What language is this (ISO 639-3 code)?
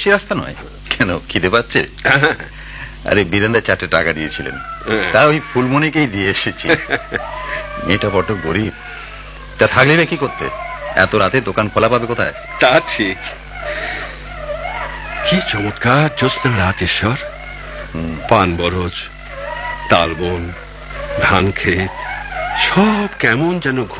ben